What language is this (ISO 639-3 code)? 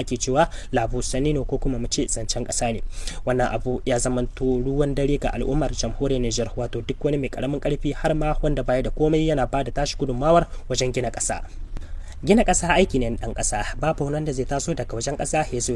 hau